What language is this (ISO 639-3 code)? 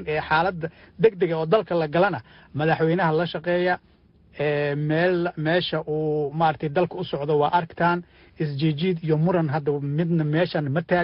som